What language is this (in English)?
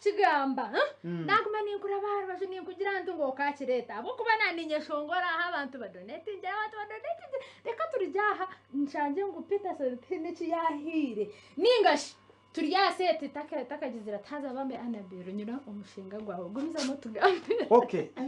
Nyankole